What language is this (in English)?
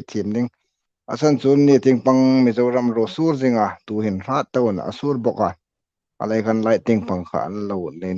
Hmar